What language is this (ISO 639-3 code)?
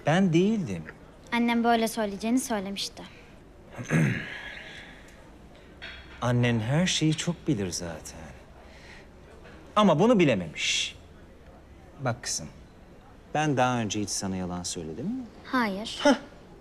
tur